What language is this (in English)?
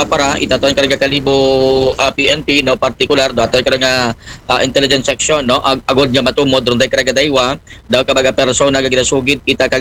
Aklanon